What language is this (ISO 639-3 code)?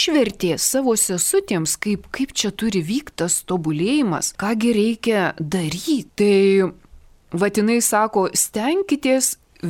lit